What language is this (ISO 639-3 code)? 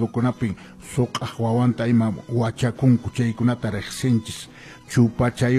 que